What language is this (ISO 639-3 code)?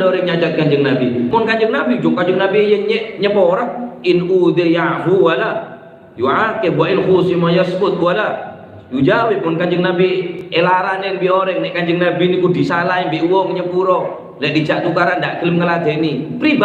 mad